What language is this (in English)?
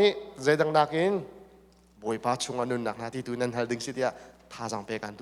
Hakha Chin